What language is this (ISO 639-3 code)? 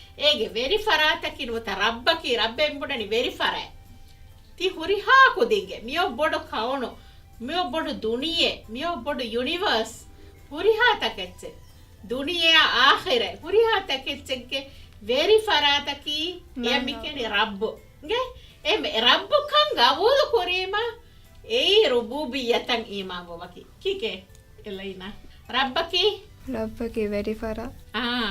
div